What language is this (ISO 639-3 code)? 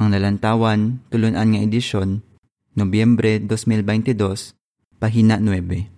hil